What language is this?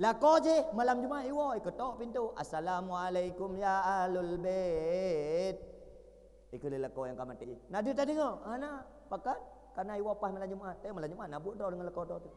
Achinese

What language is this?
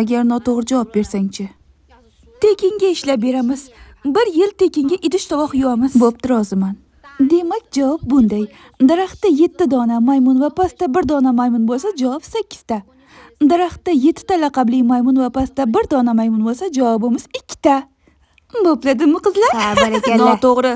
Uzbek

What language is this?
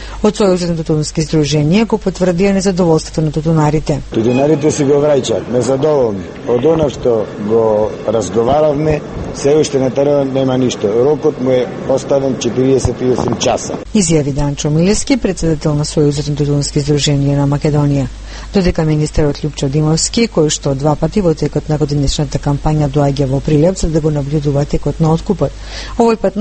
Macedonian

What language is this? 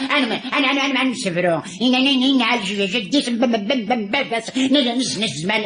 Kabyle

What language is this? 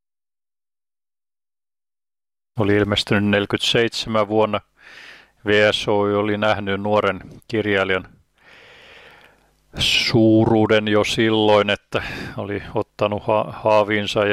Finnish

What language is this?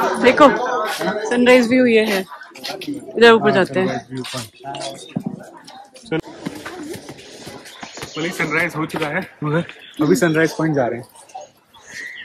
Hindi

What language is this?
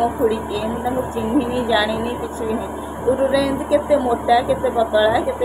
Odia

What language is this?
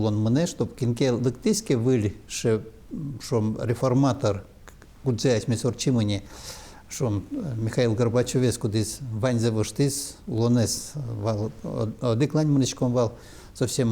Udmurt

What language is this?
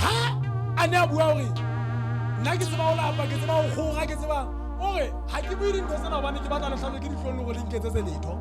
Southern Sotho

